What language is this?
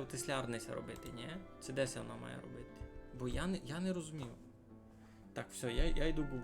Rusyn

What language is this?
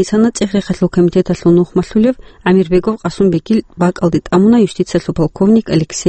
Avaric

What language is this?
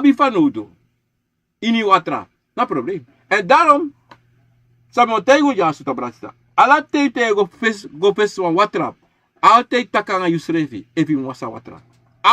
Sranan Tongo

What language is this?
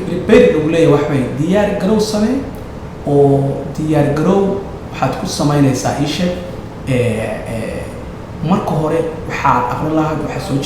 Somali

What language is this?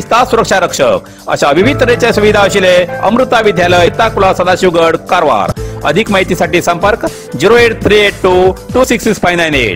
Konkani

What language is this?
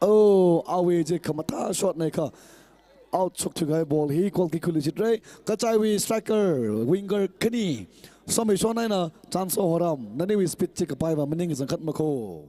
Tangkhul Naga (India)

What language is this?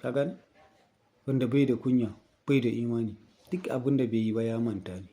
Hausa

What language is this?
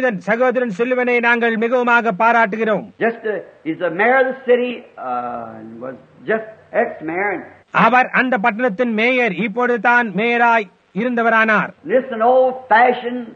Tamil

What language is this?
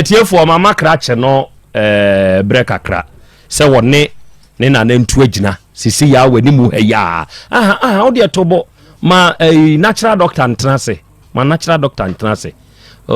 Akan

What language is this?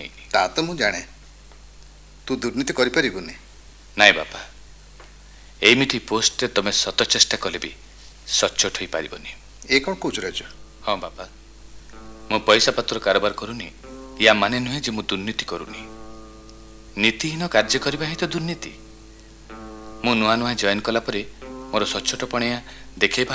Odia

